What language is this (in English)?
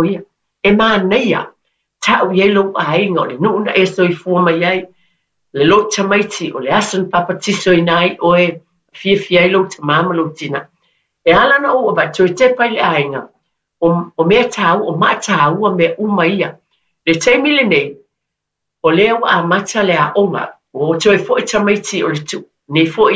Samoan